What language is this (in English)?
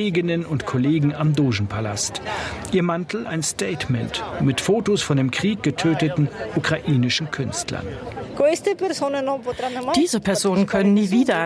German